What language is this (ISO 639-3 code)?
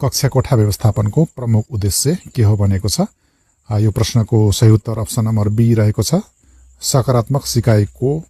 nep